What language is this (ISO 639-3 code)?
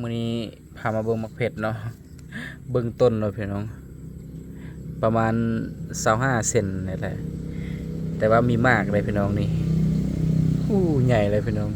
lao